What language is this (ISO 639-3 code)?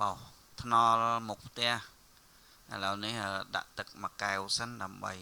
khm